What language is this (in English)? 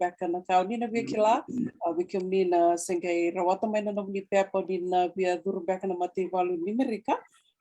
Fijian